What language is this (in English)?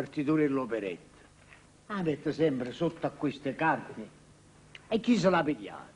Neapolitan